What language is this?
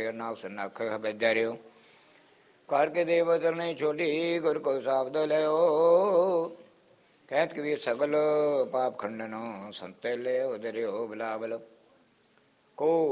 Punjabi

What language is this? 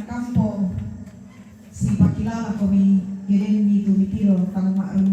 Toraja-Sa'dan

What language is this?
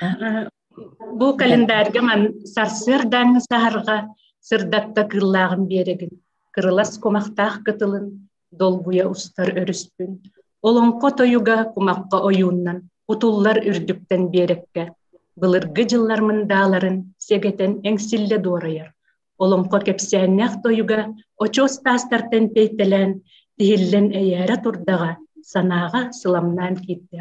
Yakut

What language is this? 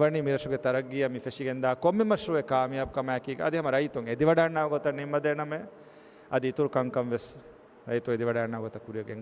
Divehi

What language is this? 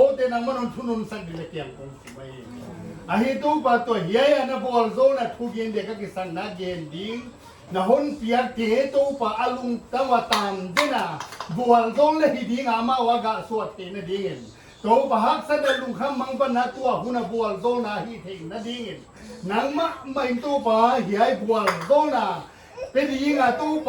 Paite Chin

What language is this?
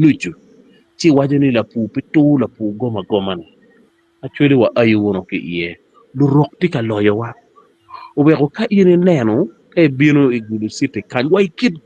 Acoli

